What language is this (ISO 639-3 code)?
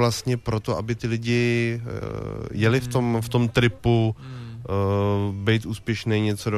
ces